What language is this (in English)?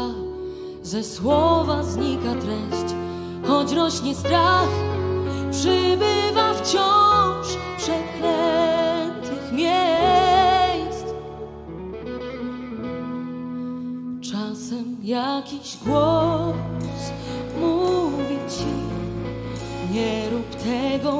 Polish